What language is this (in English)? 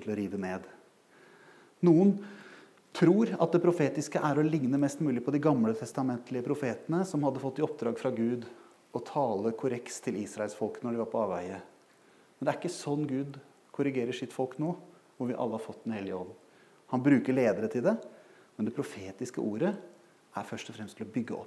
Norwegian